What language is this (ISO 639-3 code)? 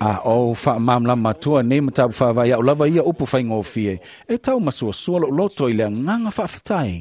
smo